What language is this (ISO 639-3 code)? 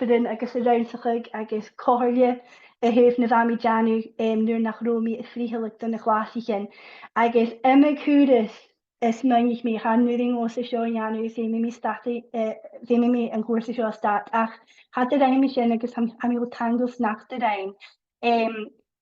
gla